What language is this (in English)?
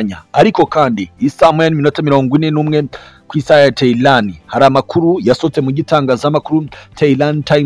Kinyarwanda